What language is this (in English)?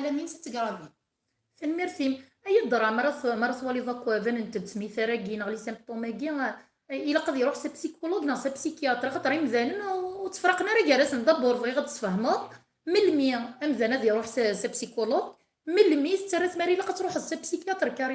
Kabyle